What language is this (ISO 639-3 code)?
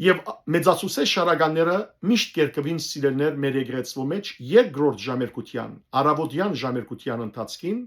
hyw